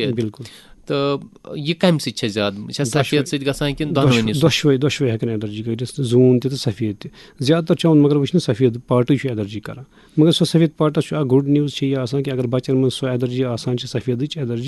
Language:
Kashmiri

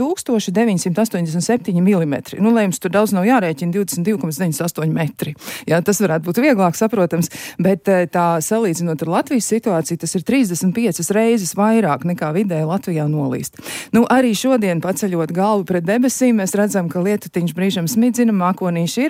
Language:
Latvian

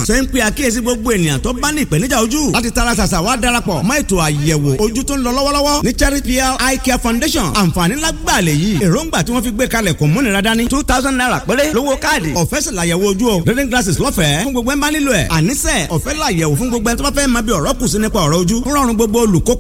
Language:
Yoruba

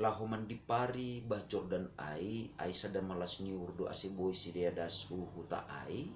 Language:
Batak Simalungun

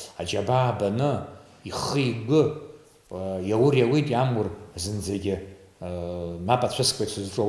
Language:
Abkhazian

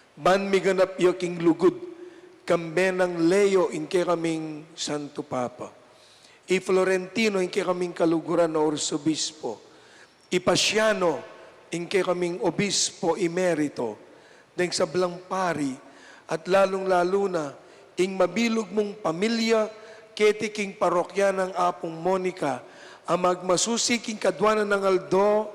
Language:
Pampanga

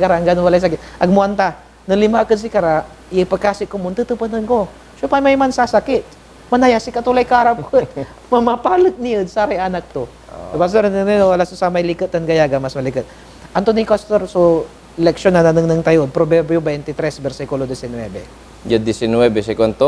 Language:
Pangasinan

